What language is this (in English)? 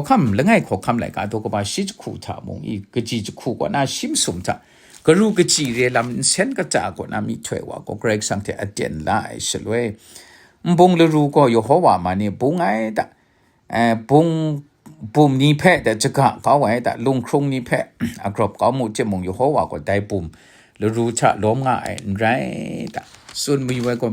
Kachin